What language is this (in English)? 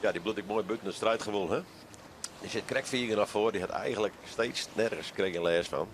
Western Frisian